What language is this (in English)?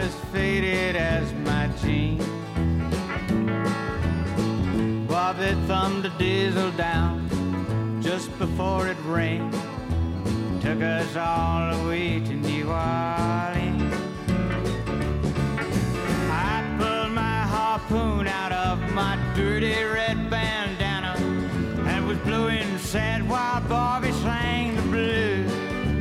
English